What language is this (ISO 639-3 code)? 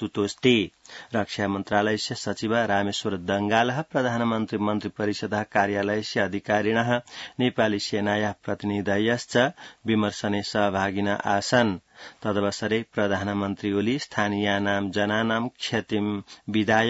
san